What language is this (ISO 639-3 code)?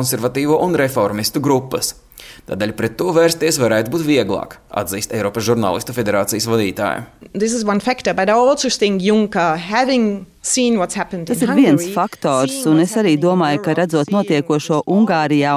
lav